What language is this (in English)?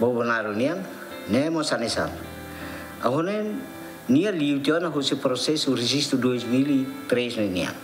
Tetum